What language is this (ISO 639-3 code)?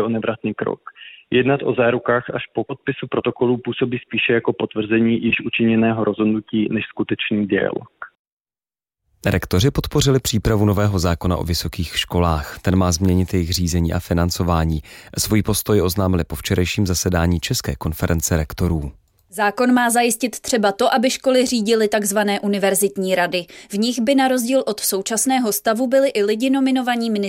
ces